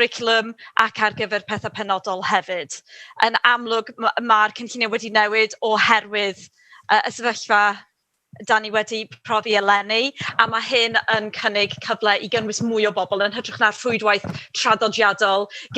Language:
Welsh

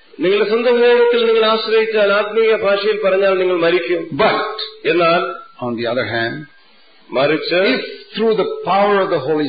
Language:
Malayalam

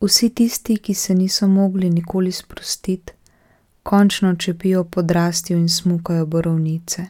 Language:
Slovenian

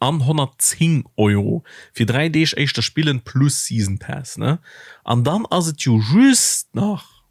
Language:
Luxembourgish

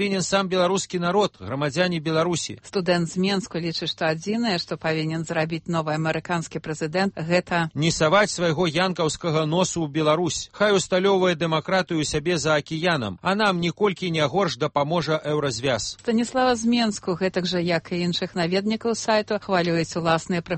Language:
Belarusian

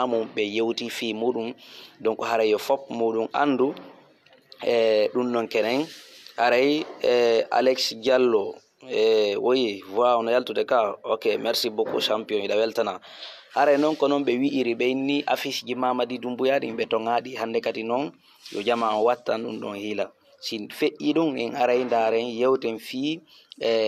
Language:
Fula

